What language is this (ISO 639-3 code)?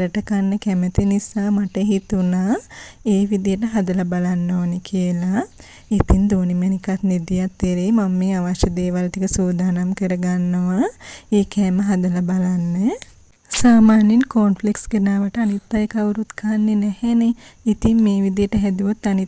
sin